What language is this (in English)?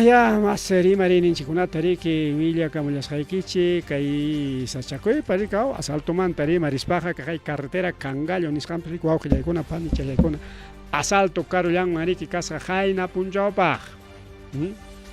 Ayacucho Quechua